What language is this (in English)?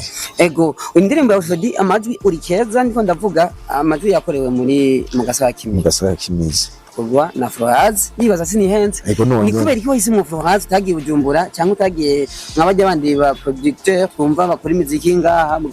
Rundi